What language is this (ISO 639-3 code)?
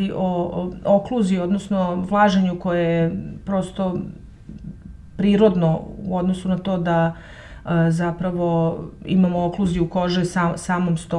srp